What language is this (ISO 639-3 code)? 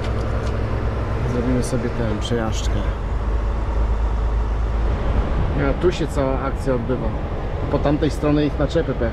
pol